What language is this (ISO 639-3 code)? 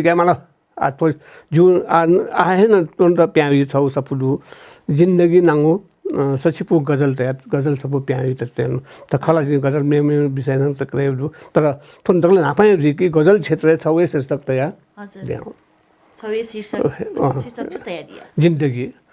new